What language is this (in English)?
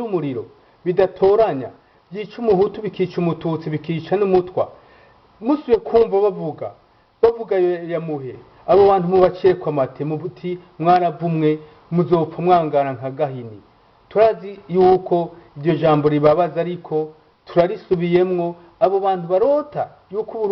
Rundi